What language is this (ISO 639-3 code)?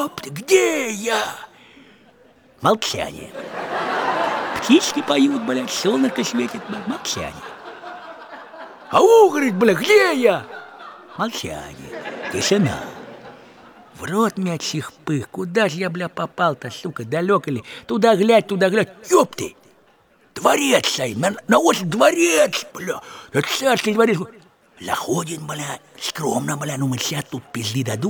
rus